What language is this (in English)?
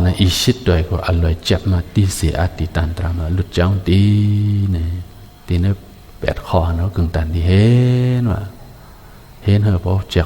Shan